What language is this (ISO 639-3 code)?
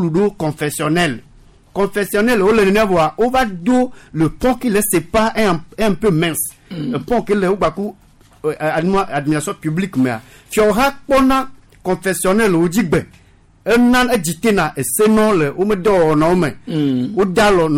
gej